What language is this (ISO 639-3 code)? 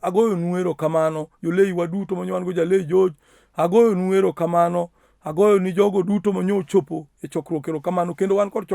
luo